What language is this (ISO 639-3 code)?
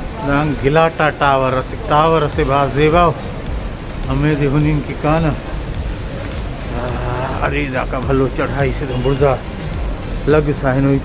brh